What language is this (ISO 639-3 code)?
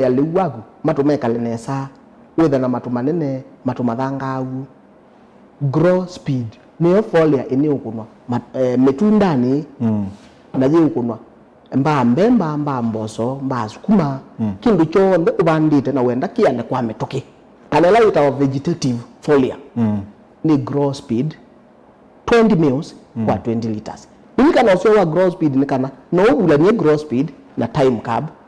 kam